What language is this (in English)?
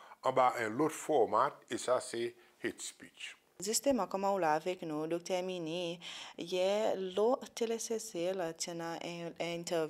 Seselwa Creole French